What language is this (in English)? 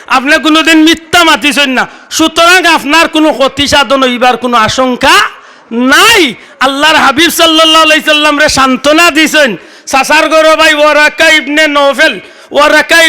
Sylheti